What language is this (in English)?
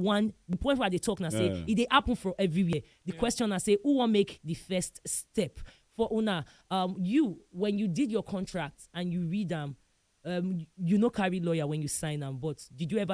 Nigerian Pidgin